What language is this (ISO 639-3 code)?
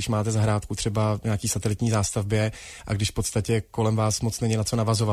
ces